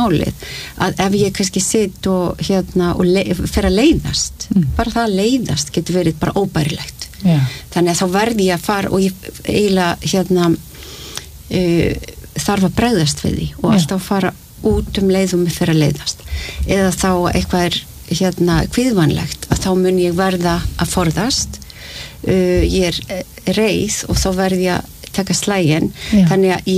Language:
Icelandic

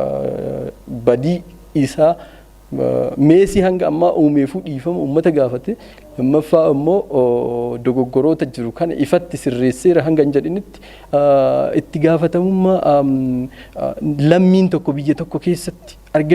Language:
Oromo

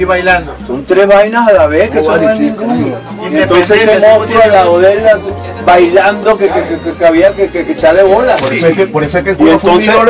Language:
Spanish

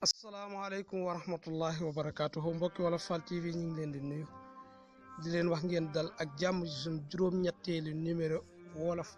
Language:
Wolof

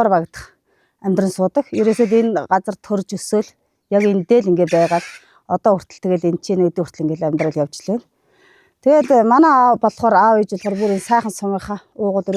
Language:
Mongolian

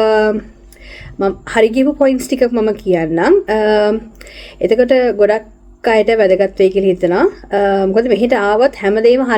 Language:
Sinhala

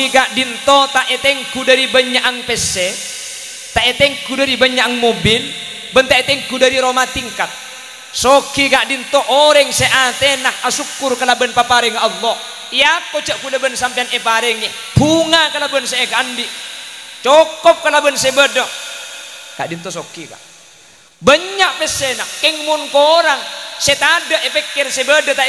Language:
Madurese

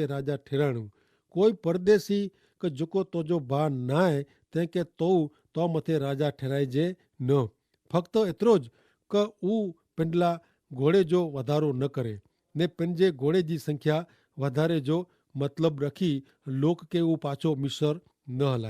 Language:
Kachhi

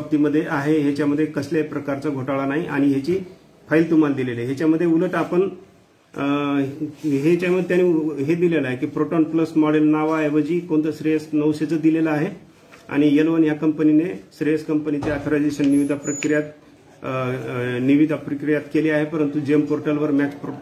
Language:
Marathi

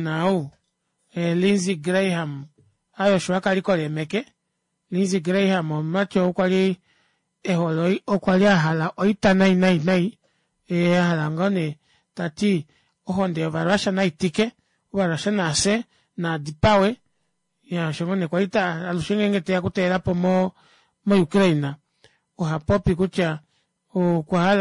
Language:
Kuanyama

